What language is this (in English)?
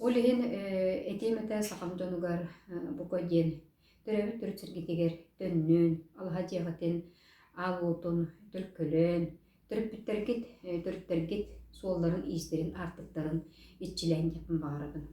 Yakut